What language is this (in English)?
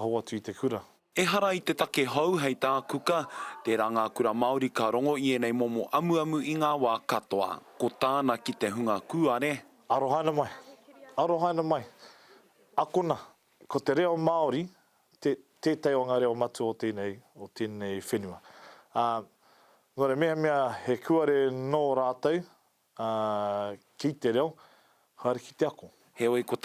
Māori